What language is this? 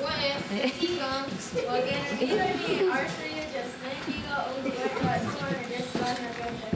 Mohawk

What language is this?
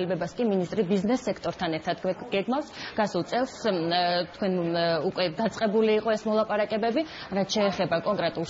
Georgian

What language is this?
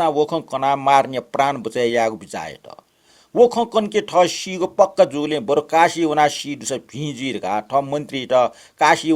Newari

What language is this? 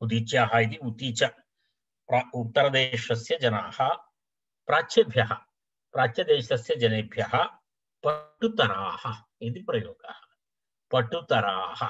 Sanskrit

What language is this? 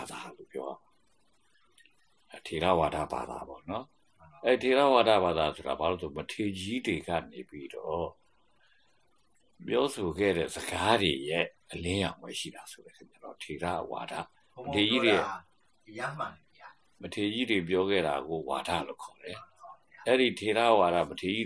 Burmese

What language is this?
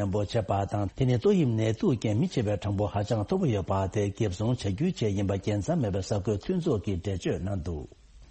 Tibetan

